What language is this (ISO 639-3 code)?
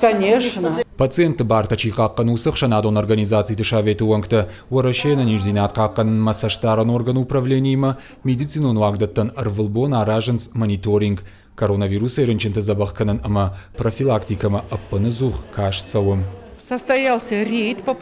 oss